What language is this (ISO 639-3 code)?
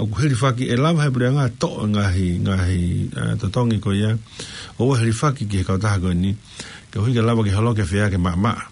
ton